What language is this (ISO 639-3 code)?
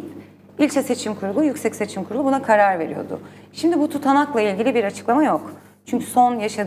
tur